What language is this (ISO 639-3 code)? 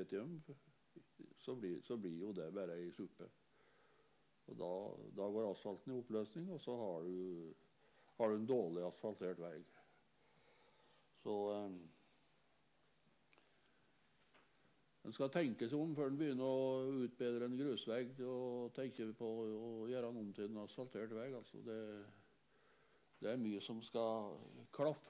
nor